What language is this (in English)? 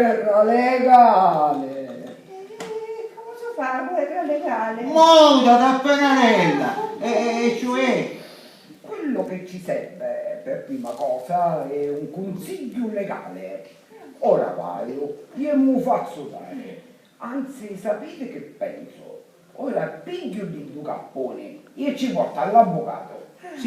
Sicilian